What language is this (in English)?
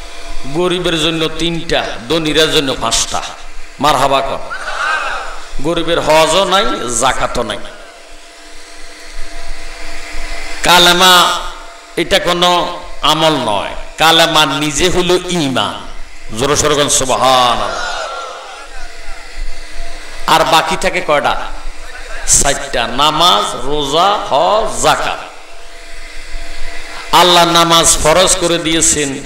Bangla